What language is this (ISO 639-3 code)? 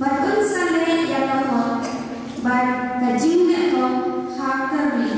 kha